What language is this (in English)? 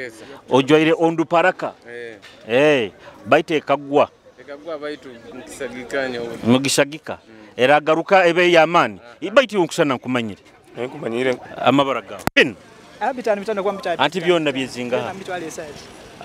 Nyoro